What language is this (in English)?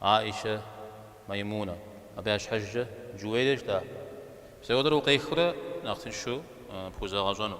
Kabardian